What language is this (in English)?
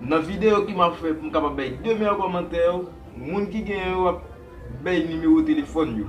Haitian Creole